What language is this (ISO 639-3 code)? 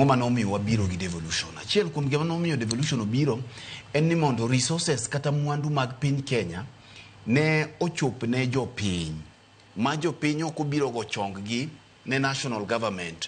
luo